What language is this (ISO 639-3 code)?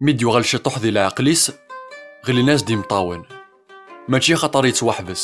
kab